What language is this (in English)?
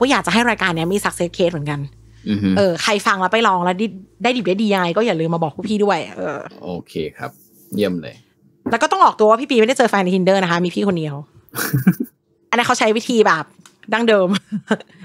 Thai